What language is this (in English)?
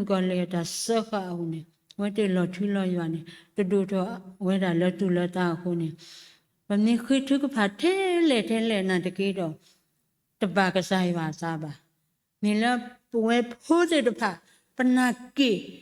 S'gaw Karen